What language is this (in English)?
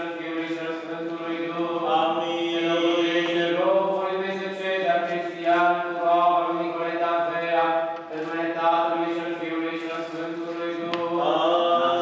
Romanian